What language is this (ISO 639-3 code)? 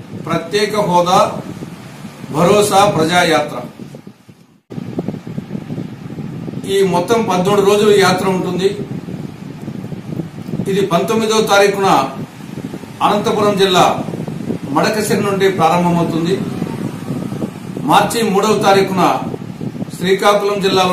tel